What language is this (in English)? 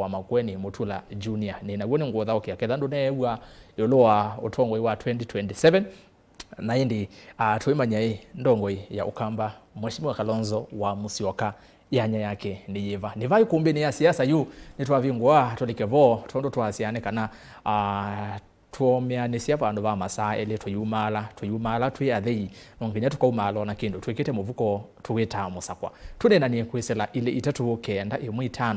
Kamba